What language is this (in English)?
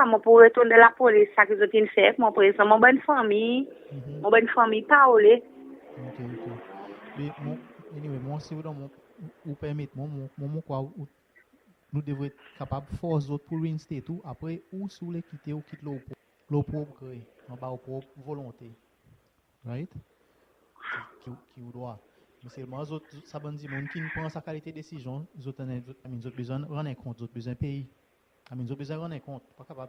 Seselwa Creole French